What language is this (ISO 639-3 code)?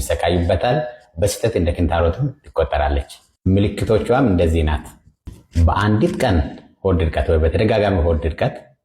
amh